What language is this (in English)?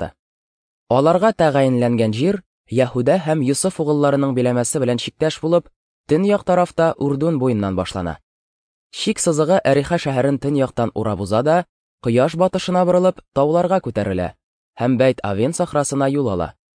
Tatar